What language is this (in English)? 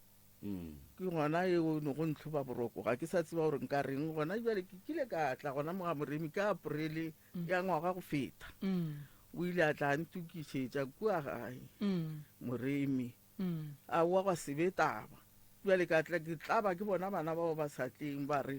Northern Sotho